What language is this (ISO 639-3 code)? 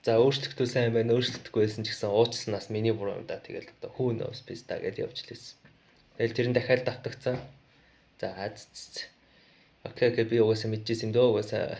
mon